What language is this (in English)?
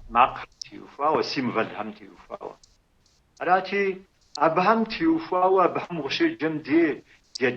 Kabardian